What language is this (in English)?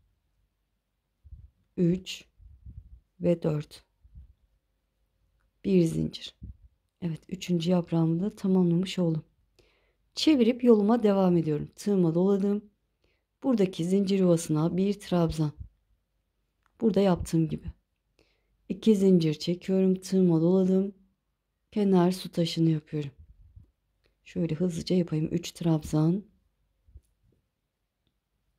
Turkish